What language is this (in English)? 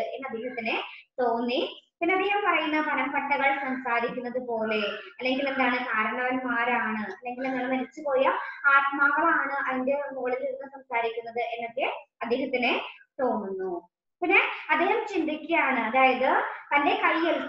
Malayalam